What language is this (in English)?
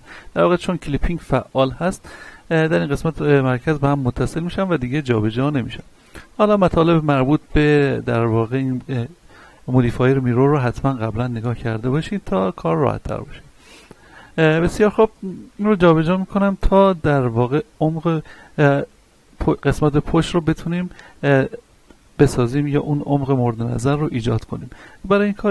Persian